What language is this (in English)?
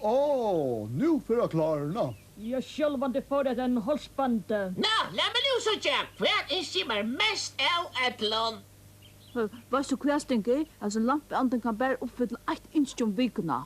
Faroese